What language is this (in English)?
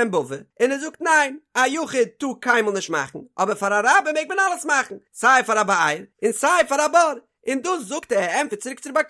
Yiddish